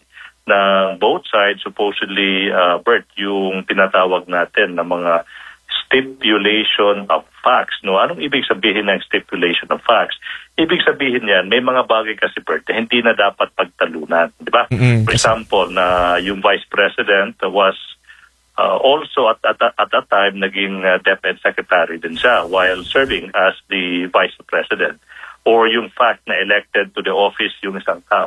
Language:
Filipino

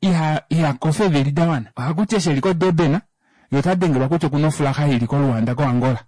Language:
Kuanyama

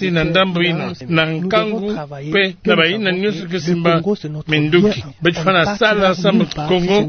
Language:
Kituba (Democratic Republic of Congo)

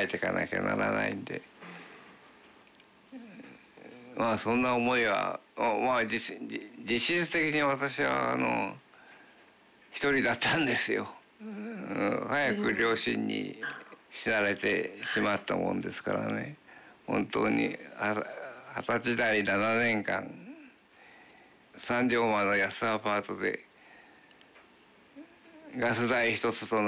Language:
Japanese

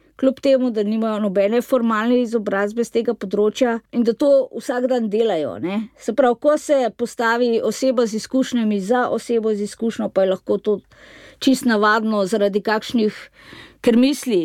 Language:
Slovenian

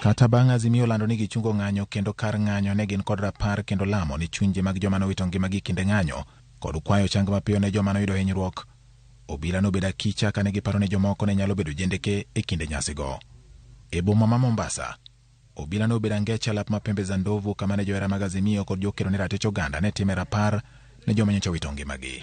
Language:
Luo (Kenya and Tanzania)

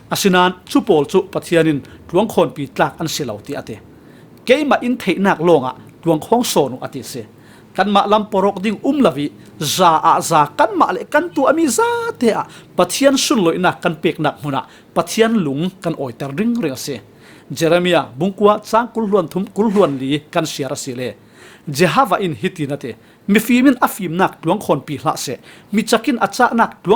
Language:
Falam Chin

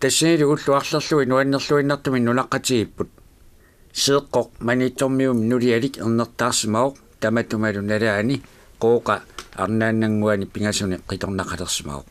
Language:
Kalaallisut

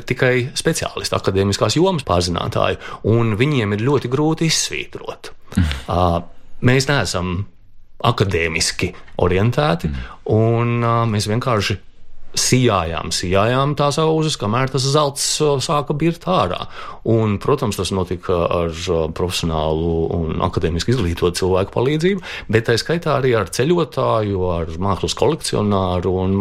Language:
Latvian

